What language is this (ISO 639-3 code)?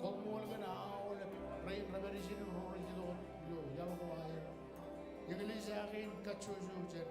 mah